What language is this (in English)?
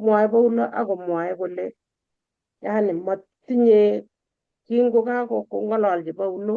Kalenjin